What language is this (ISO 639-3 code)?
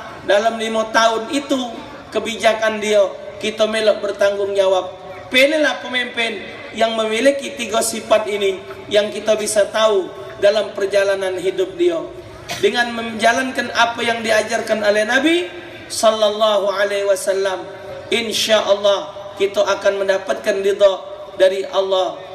mui